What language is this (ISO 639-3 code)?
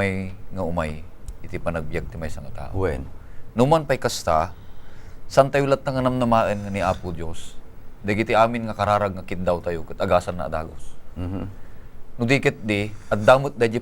ilo